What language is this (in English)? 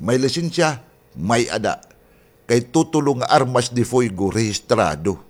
Waray